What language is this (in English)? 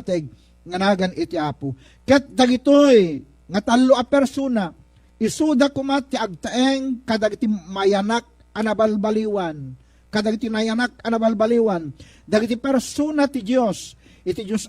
Iloko